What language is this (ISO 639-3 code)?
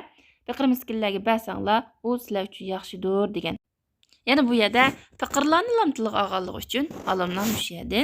uig